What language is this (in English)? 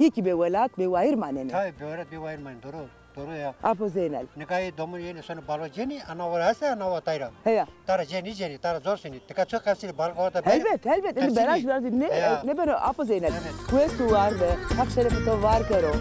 Zaza